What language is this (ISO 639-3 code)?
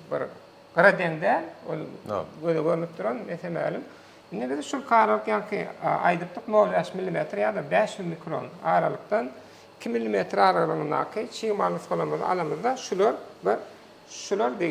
tuk